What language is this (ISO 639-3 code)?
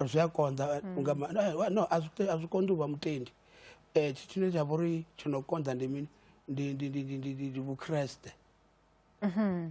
ven